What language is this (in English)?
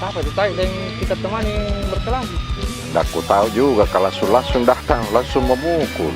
Makassar Malay